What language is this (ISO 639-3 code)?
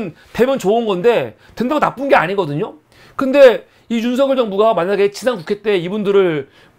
kor